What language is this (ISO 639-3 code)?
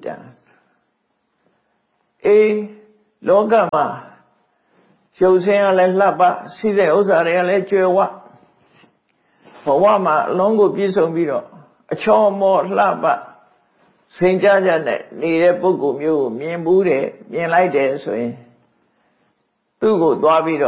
mya